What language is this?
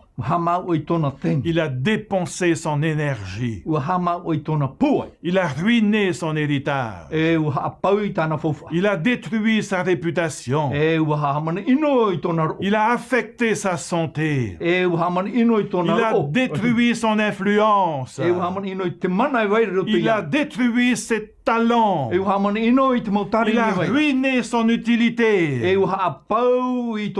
Tahitian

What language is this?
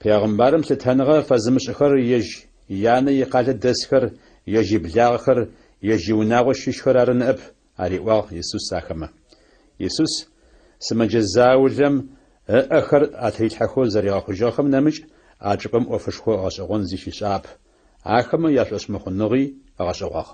Adyghe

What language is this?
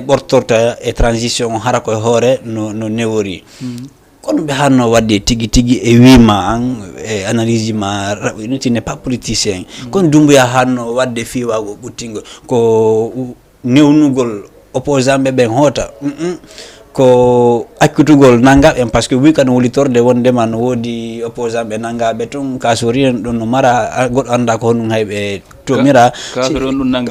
Fula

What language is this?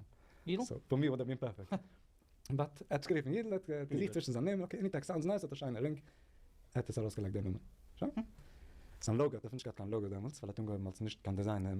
Yiddish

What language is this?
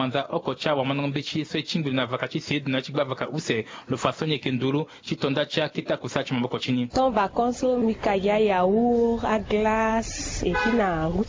Sango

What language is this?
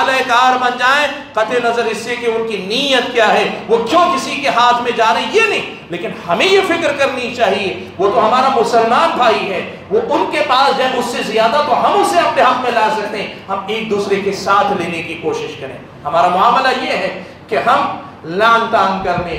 Urdu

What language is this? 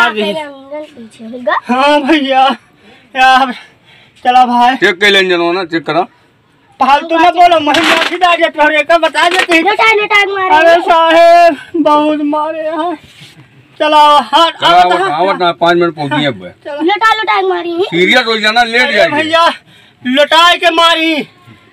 Awadhi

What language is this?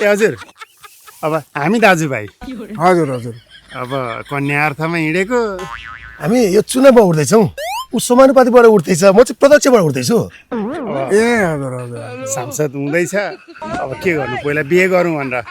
Nepali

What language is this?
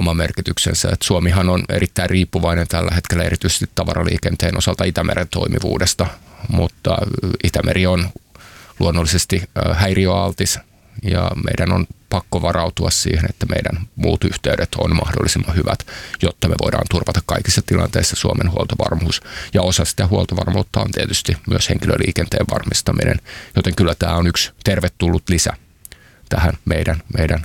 Finnish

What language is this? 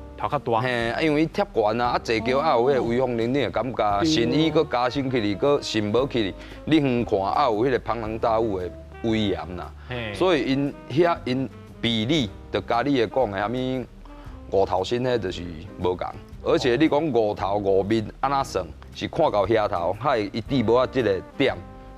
Min Nan Chinese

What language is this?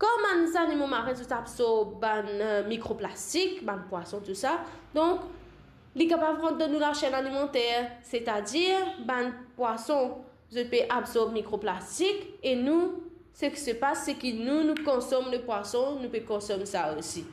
Morisyen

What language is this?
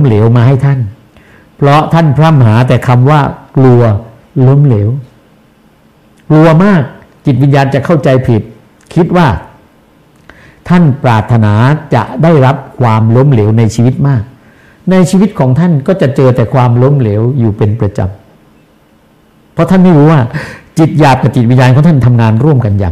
Thai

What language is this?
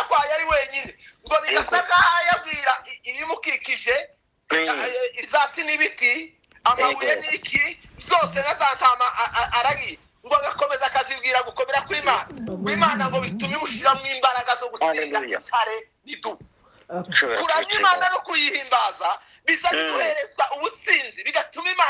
Kinyarwanda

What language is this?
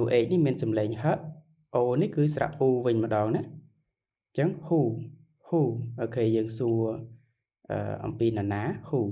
Khmer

